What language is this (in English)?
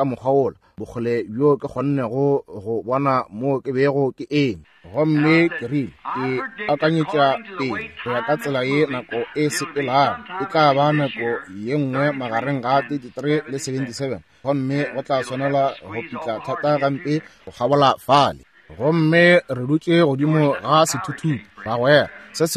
Northern Sotho